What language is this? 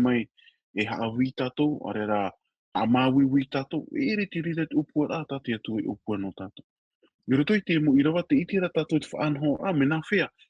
Tahitian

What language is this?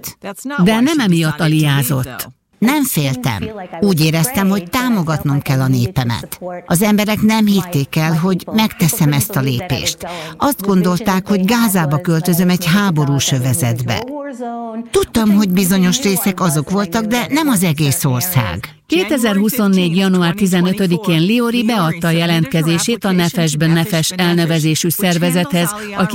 Hungarian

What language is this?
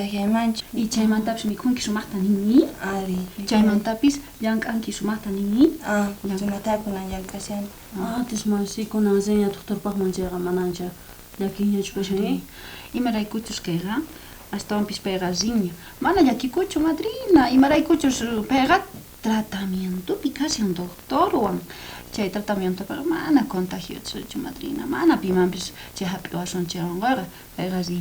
South Bolivian Quechua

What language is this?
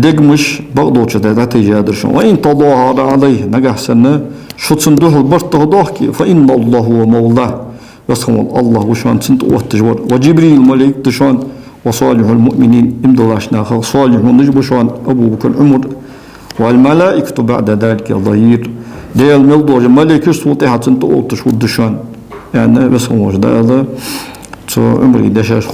Ingush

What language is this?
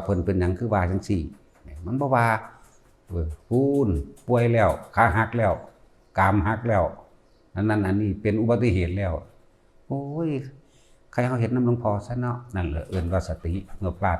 Northeastern Thai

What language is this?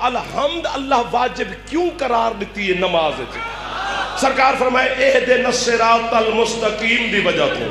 Saraiki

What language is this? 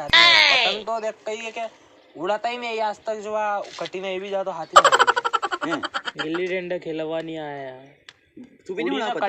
Rajasthani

